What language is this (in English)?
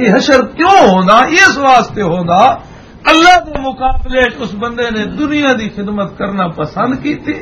Western Panjabi